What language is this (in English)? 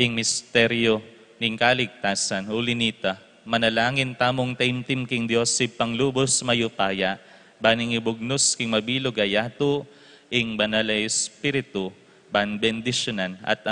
Pampanga